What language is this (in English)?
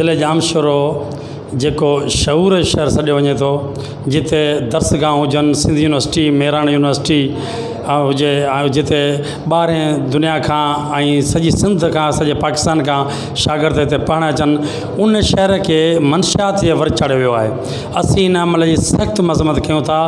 Sindhi